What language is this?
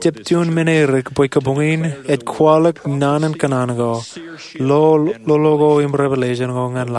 Marshallese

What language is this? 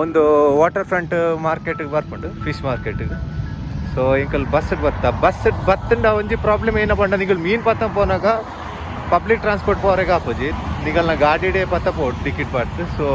Tulu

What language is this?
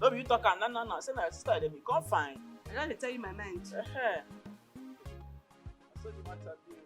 Nigerian Pidgin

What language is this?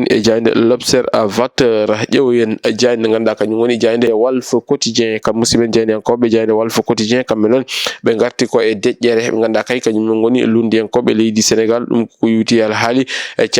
Fula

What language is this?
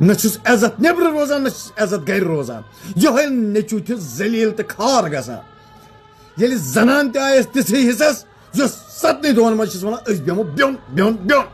Kashmiri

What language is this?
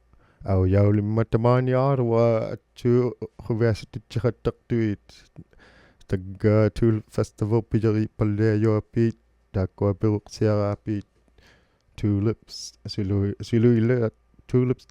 Inuktitut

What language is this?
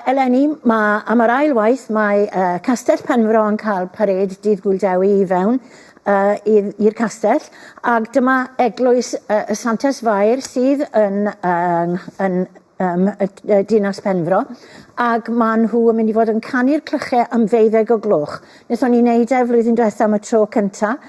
Welsh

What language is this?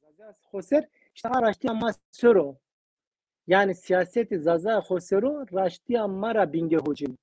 Zaza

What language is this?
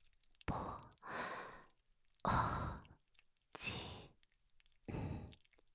Japanese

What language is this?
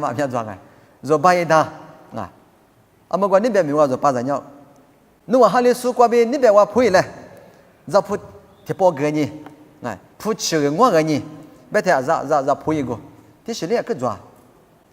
Lisu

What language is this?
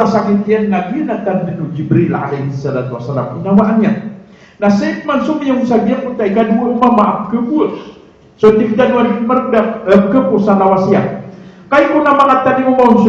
Maranao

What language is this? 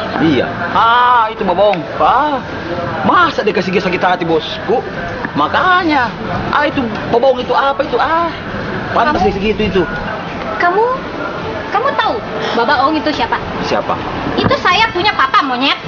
Makassar Malay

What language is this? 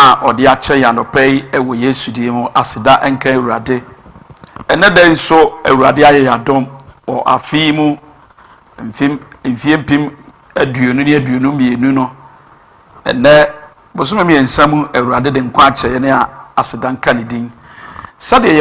Akan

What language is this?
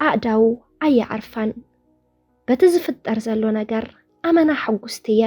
Tigrinya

